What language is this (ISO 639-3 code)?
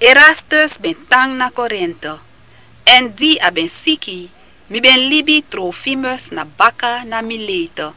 srn